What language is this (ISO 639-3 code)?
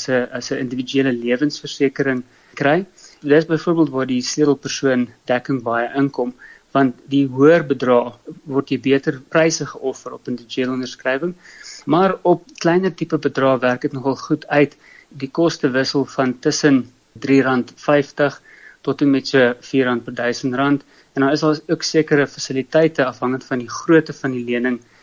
afr